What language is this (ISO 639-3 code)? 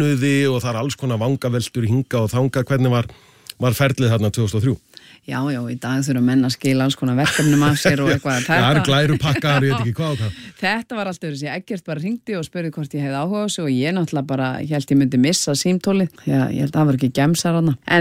isl